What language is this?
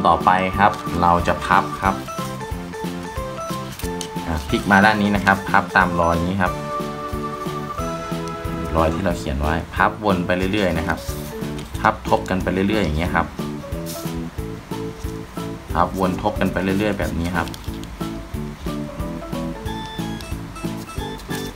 Thai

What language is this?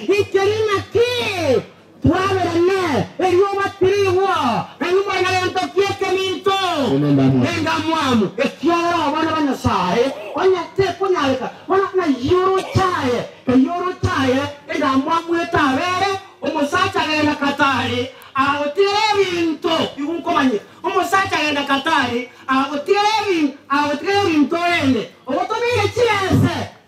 Gusii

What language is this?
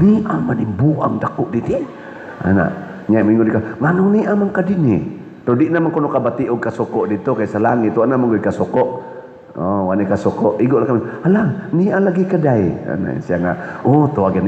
Cebuano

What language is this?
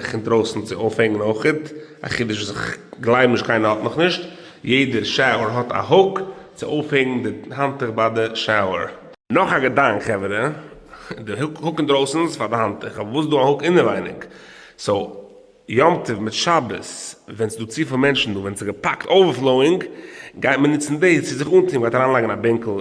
Yiddish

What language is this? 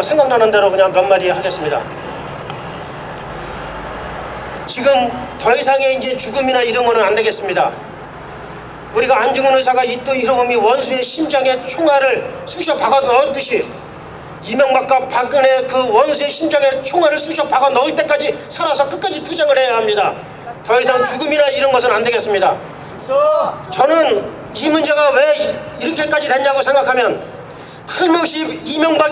Korean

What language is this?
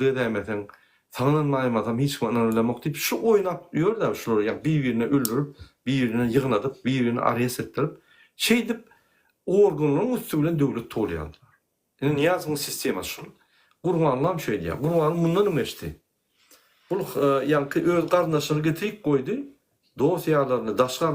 Turkmen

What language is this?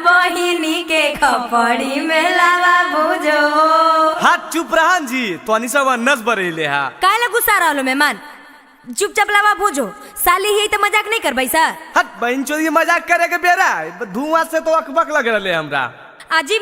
Magahi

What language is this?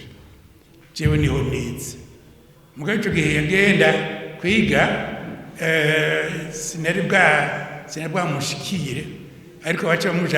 Rundi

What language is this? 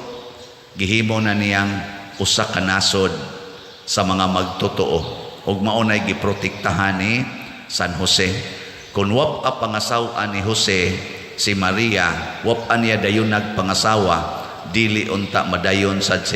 Cebuano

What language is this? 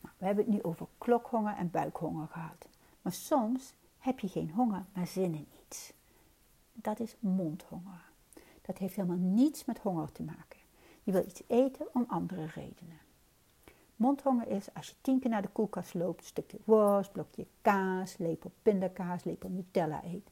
Dutch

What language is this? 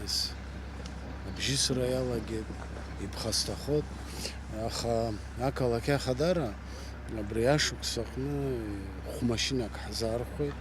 Abkhazian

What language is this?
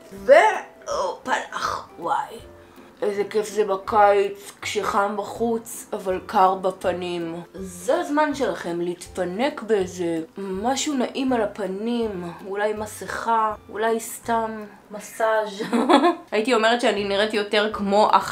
Hebrew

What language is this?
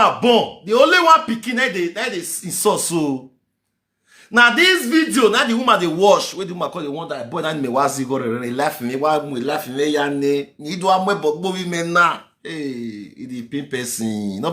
Nigerian Pidgin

